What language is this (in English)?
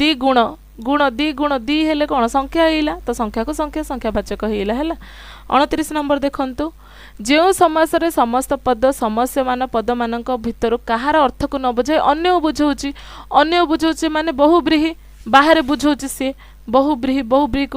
Odia